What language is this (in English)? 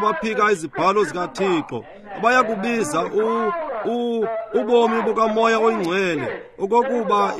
Xhosa